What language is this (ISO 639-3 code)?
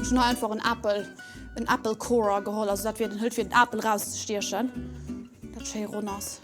ltz